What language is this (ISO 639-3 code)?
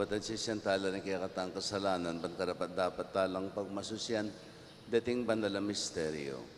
pam